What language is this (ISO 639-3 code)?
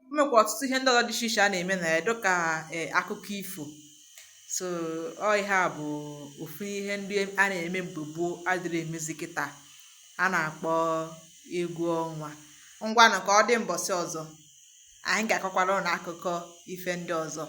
ibo